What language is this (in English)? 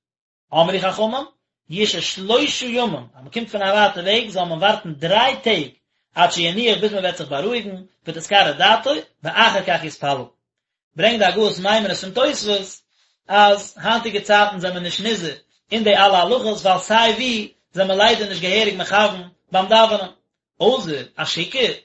Yiddish